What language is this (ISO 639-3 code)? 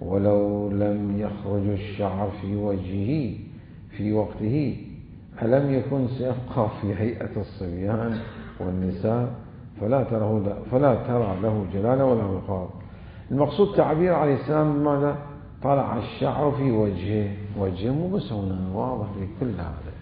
acm